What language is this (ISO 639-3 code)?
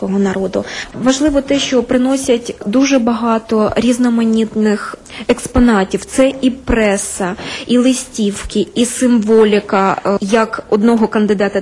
ukr